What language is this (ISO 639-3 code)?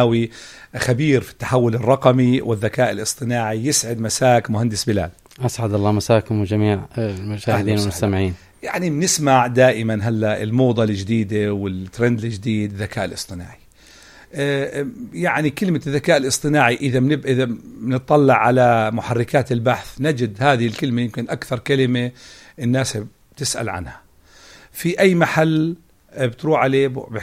apc